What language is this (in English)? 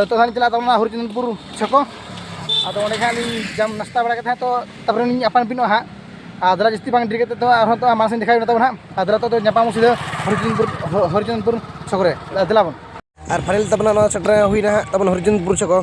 Santali